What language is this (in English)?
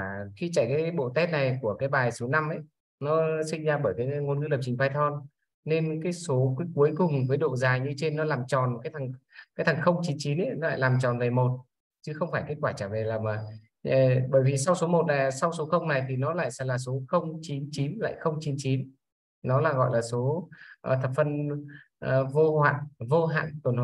Vietnamese